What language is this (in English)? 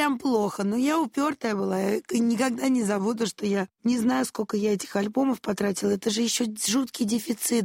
Russian